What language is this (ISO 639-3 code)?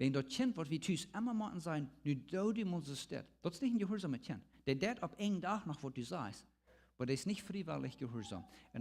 pdt